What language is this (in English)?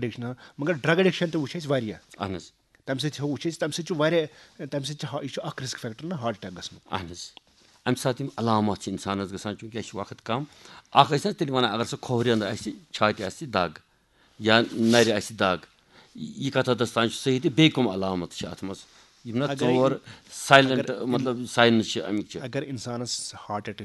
Kashmiri